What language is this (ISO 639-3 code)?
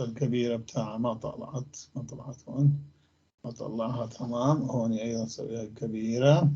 apc